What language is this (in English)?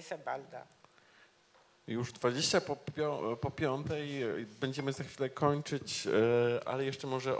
Polish